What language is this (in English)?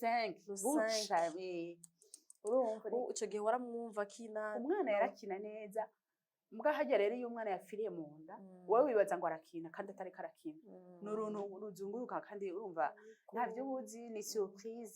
Rundi